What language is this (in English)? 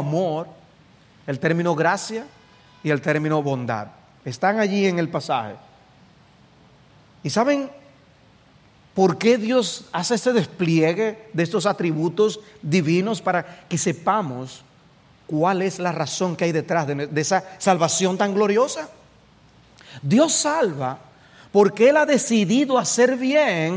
Spanish